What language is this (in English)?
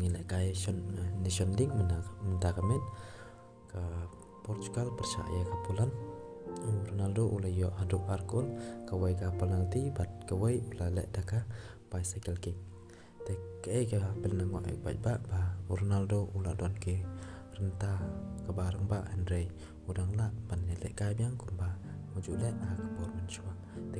Khasi